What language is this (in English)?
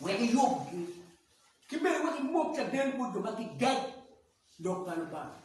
Acoli